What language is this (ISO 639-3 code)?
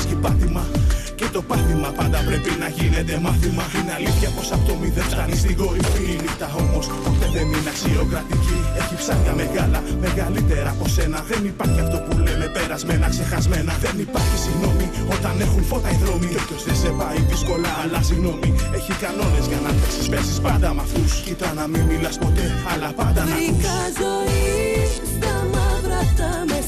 ell